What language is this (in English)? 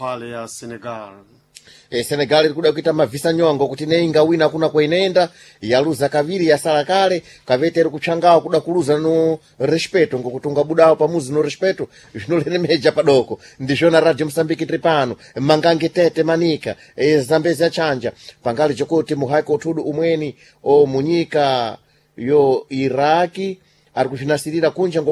Sena